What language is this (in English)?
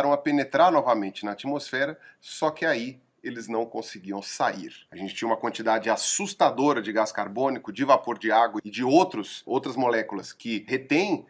Portuguese